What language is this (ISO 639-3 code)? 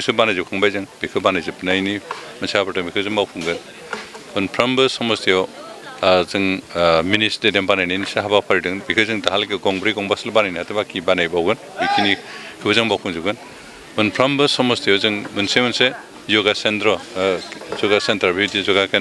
brx